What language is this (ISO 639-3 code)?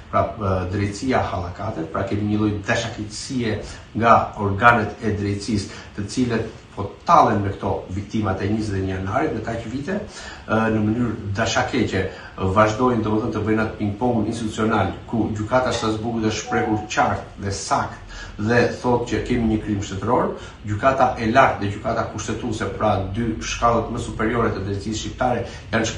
sqi